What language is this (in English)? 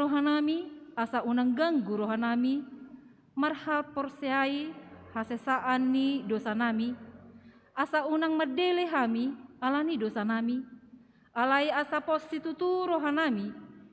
Batak Toba